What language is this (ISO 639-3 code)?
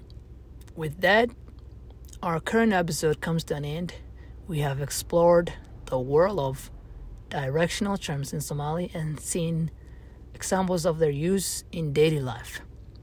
eng